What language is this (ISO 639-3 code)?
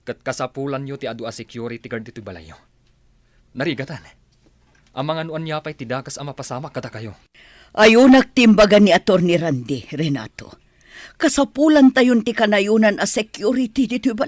ilo